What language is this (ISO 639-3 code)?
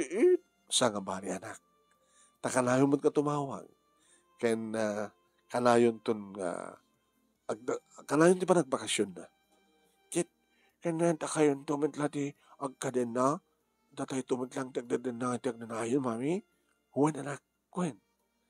ilo